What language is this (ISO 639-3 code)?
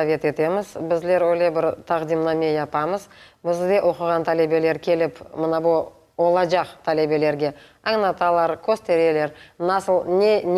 crh